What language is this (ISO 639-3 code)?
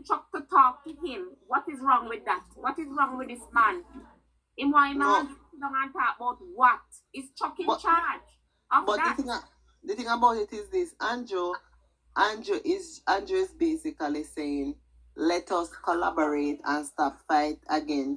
jam